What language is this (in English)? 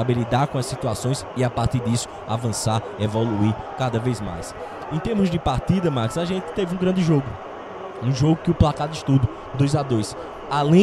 Portuguese